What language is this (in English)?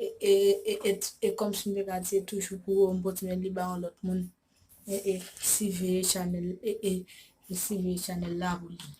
Haitian Creole